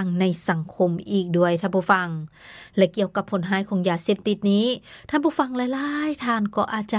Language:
Lao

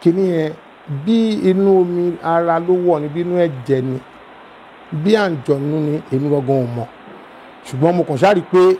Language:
Yoruba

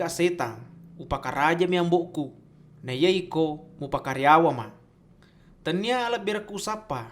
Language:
Buginese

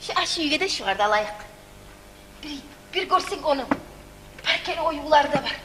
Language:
Kumyk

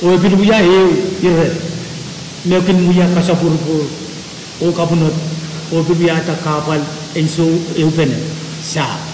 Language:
Pohnpeian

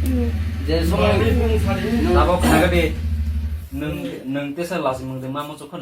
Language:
Kok Borok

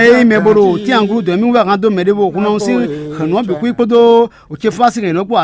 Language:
Fon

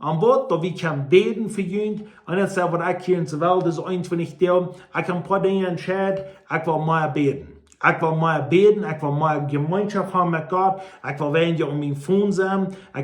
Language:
Plautdietsch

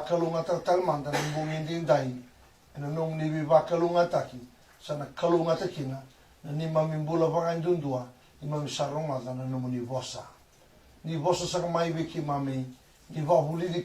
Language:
Fijian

